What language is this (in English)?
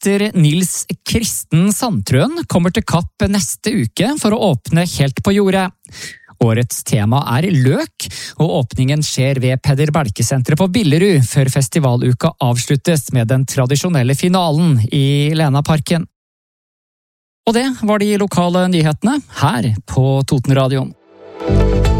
Norwegian